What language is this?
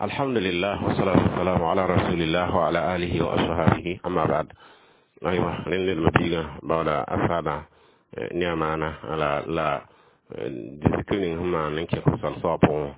Mossi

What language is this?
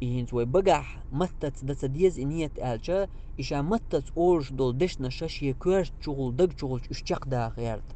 Chechen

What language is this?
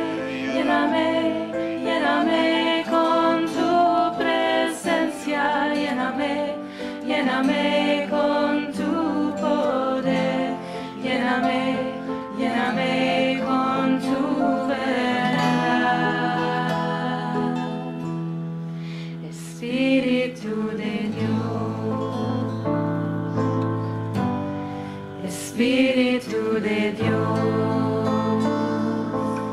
Spanish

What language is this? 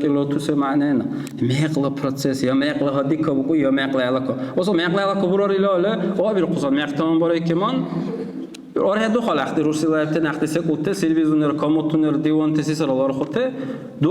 Dargwa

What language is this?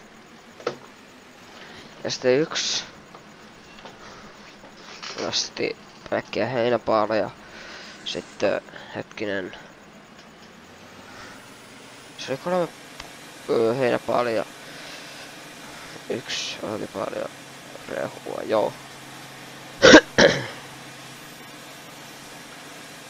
Finnish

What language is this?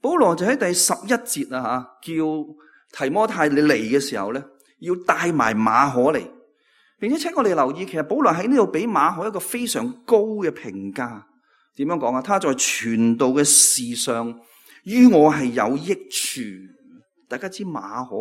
Cantonese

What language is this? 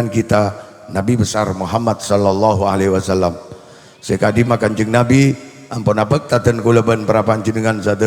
Madurese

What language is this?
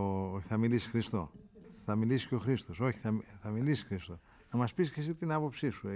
Greek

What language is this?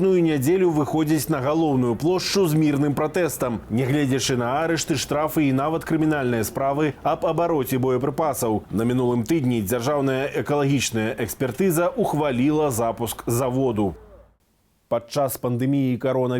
Belarusian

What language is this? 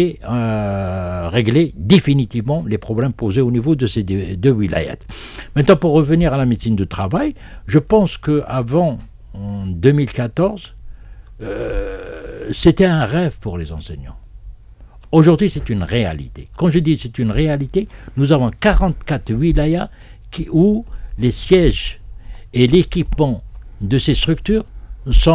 French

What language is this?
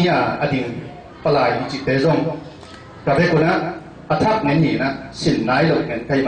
Tedim Chin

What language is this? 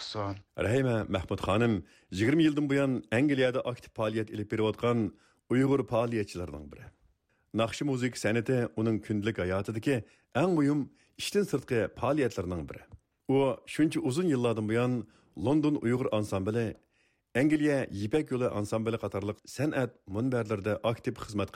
Uyghur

